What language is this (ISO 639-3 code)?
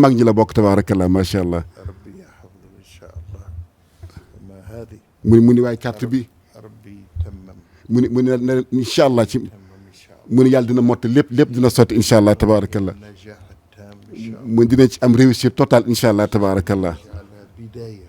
wol